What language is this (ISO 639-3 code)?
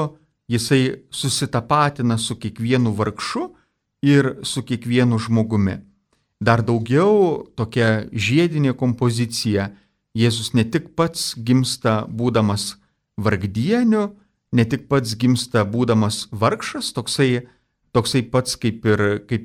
lit